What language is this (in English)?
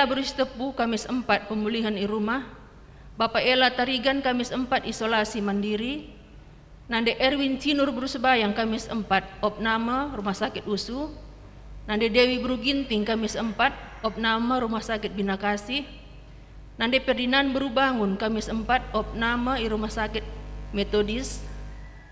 Batak Karo